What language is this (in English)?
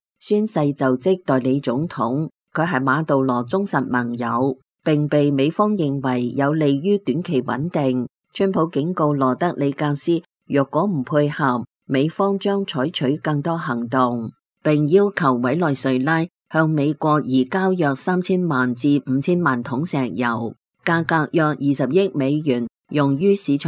Cantonese